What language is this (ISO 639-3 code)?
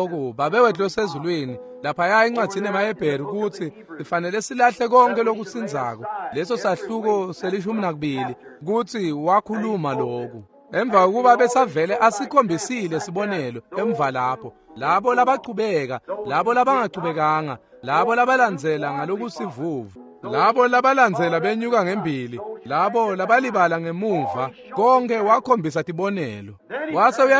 ssw